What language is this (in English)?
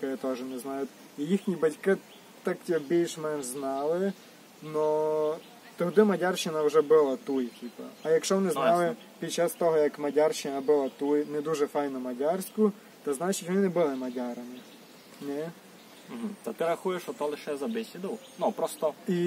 Rusyn